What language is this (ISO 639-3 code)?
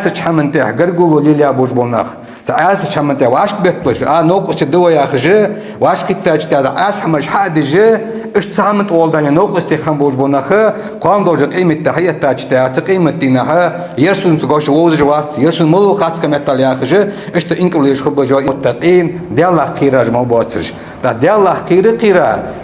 inh